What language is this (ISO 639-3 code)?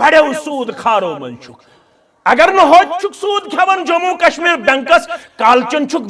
kas